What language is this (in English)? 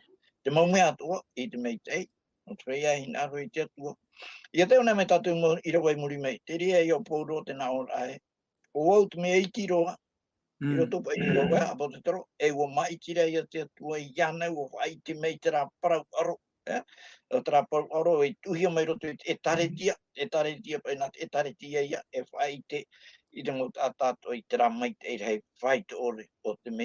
Tahitian